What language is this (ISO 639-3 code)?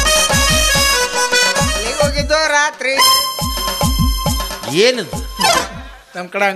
kan